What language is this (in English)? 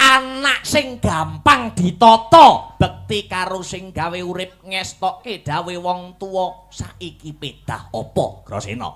Javanese